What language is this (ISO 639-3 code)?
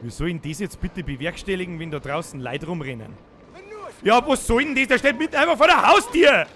bar